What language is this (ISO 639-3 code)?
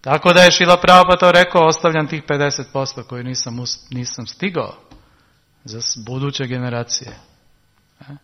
srp